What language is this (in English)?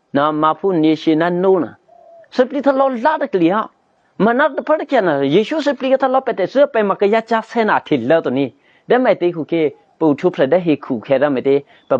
Eastern Kayah